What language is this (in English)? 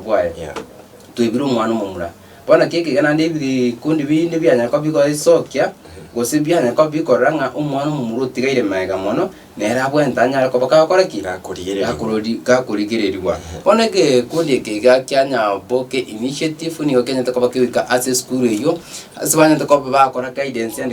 Gusii